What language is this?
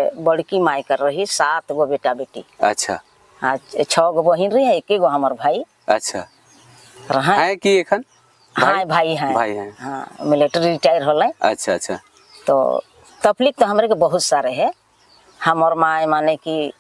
Sadri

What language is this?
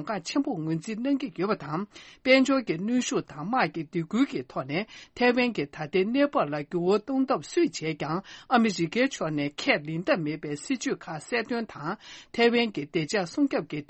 Tibetan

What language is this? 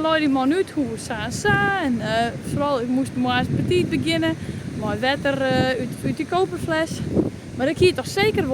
Western Frisian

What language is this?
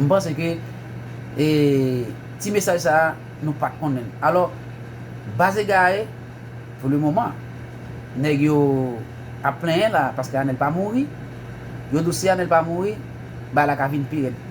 Haitian Creole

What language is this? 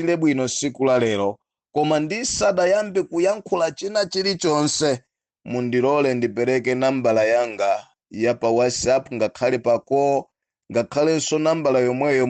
Nyanja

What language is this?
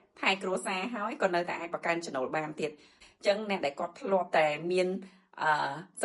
Khmer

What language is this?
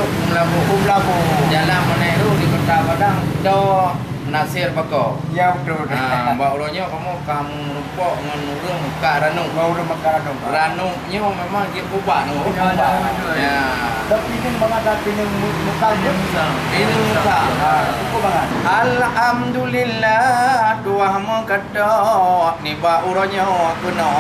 Achinese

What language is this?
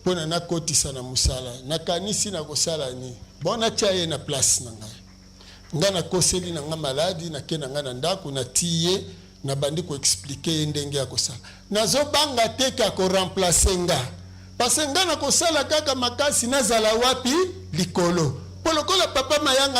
Lingala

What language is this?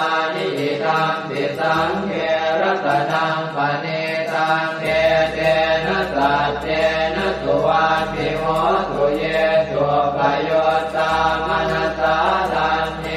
Pali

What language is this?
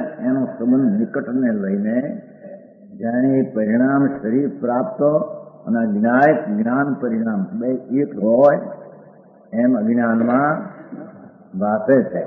Gujarati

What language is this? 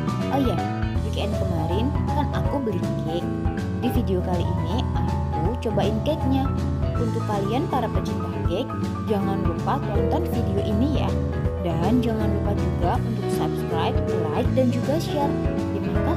Indonesian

